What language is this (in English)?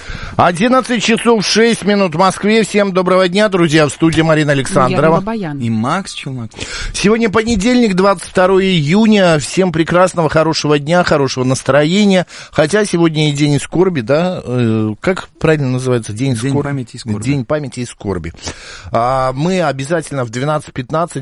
Russian